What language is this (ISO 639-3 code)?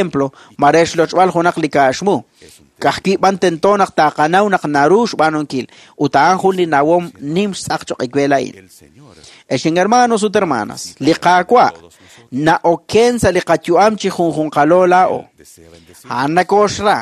kek